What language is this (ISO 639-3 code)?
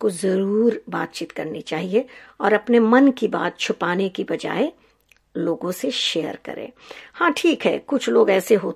hin